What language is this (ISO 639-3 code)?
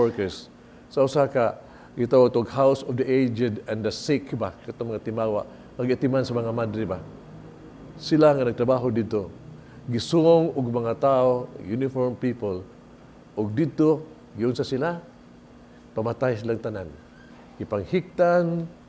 ceb